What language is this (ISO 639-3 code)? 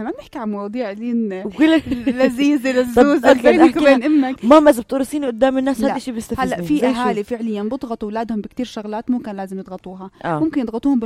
apc